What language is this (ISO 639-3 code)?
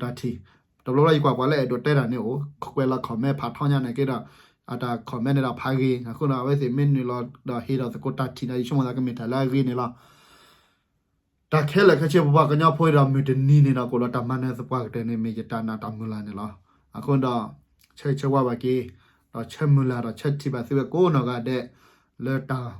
ksw